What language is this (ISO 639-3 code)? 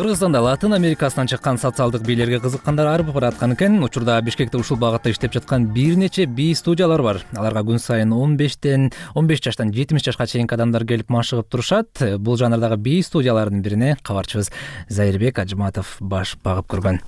kir